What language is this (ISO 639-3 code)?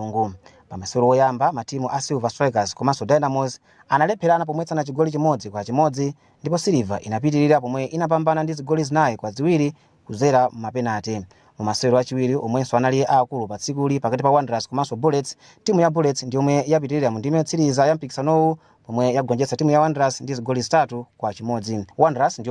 nya